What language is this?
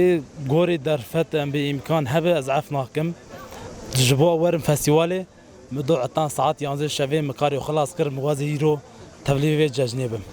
Kurdish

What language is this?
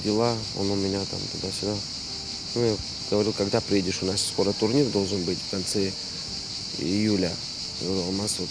Abkhazian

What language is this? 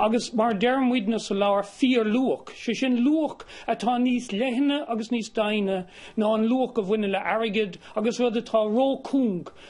Irish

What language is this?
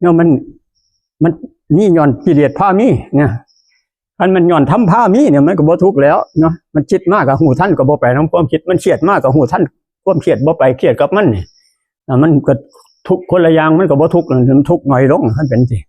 Northeastern Thai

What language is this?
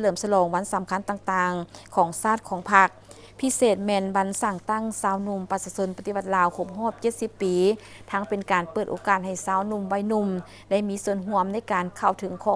Lao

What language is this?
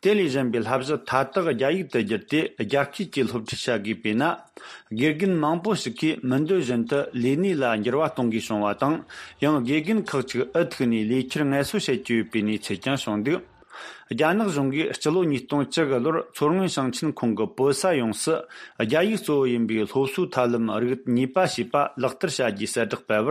Tibetan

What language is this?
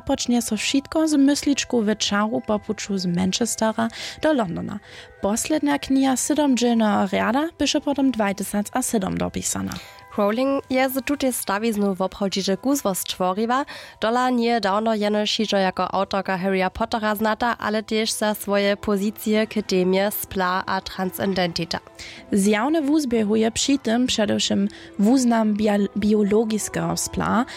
Upper Sorbian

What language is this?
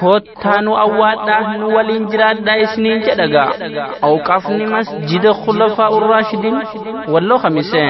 Oromo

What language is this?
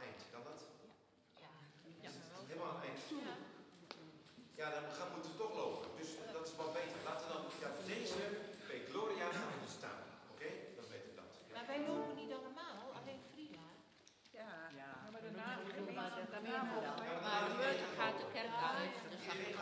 Dutch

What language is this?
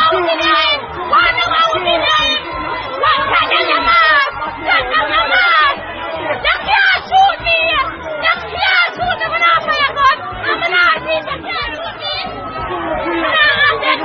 Jamaican Creole English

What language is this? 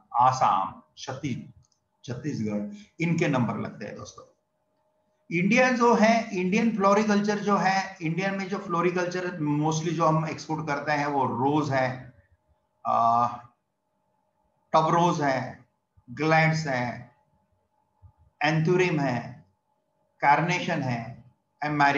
Hindi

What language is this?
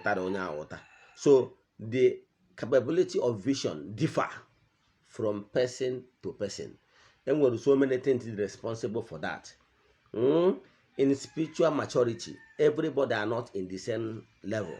Igbo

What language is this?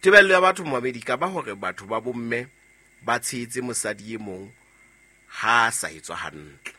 Southern Sotho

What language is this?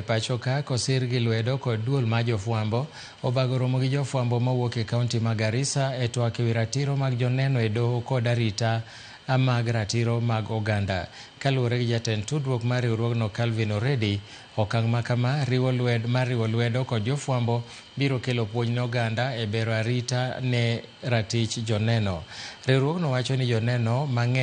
Luo (Kenya and Tanzania)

